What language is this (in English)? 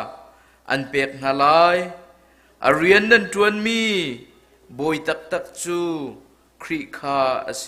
Hakha Chin